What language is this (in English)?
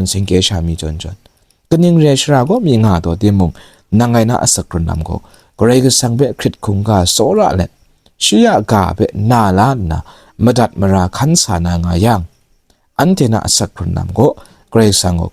Kachin